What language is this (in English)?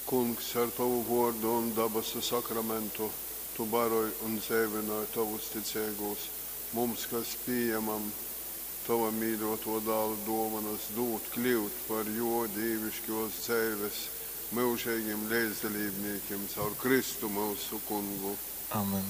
Latgalian